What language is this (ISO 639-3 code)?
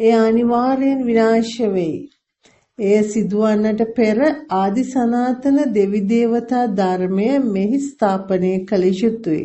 sin